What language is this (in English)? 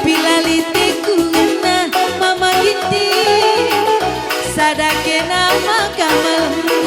Batak Karo